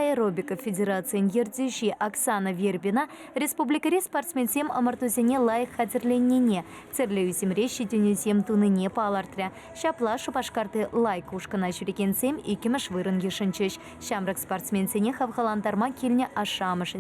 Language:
Chuvash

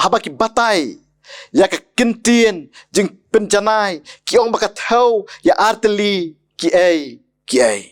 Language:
Khasi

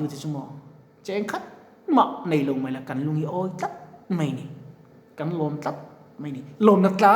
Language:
Mizo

